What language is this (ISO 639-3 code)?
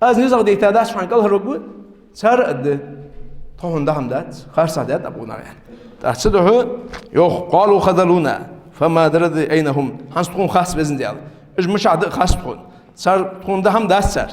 inh